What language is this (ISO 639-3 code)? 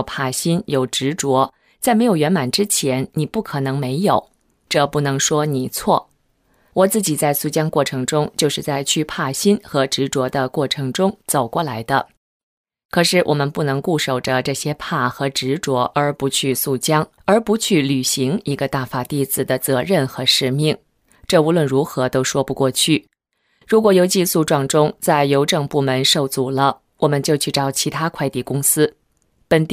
zho